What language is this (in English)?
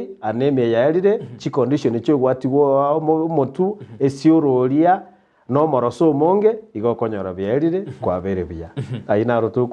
Gusii